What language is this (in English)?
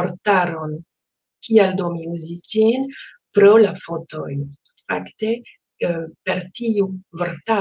Esperanto